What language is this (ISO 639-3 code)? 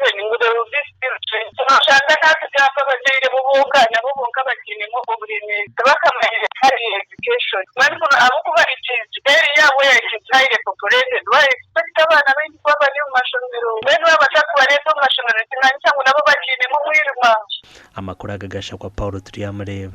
nyn